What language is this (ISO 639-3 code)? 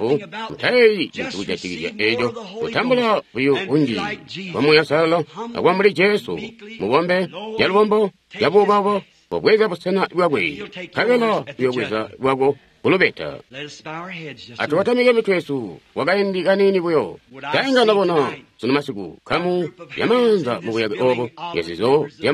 toi